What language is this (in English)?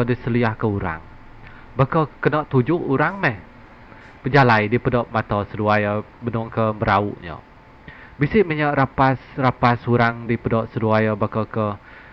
Iban